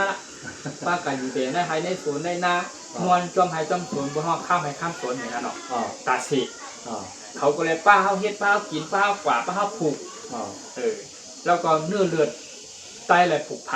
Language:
Shan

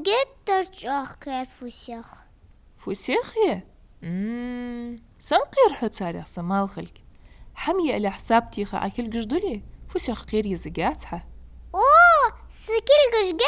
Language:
Ingush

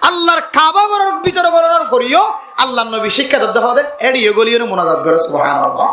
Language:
Rohingya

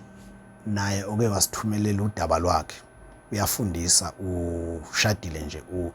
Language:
Zulu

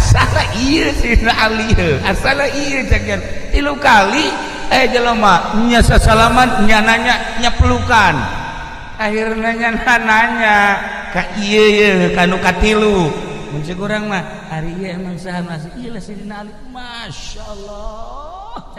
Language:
Sundanese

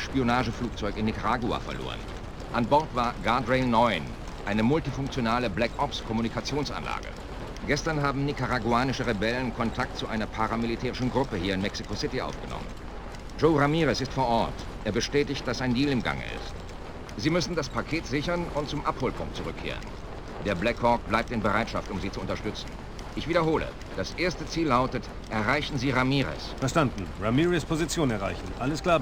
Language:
Bavarian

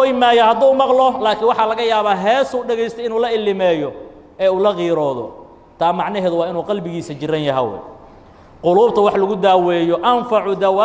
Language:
Somali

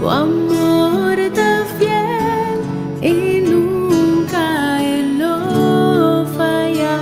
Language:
Papiamento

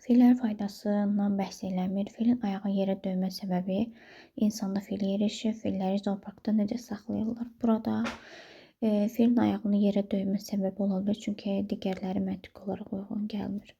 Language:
Azerbaijani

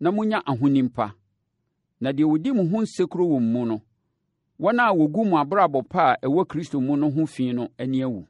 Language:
Akan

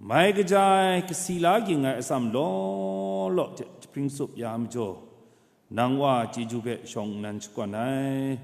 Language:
Kachin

